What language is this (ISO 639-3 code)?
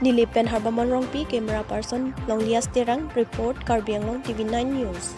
mjw